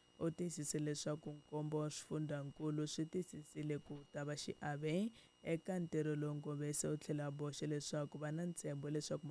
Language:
Tsonga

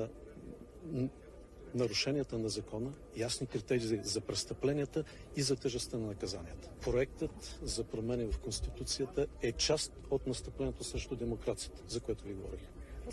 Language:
Bulgarian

